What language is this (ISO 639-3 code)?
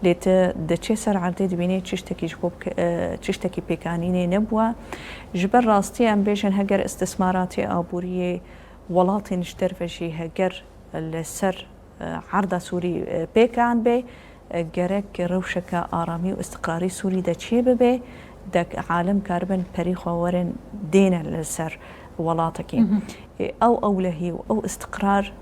kur